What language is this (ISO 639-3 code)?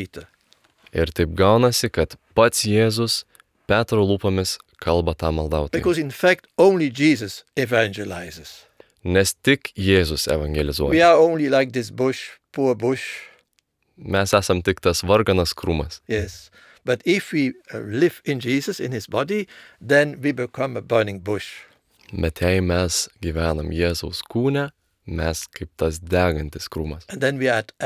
lit